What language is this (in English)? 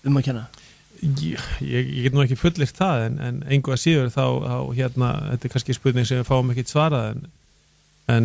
Icelandic